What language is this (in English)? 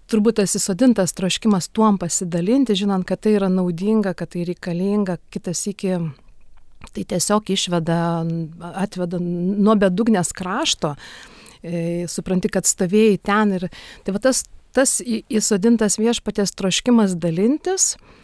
Lithuanian